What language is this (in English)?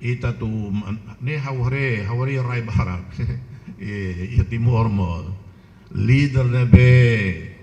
Tetum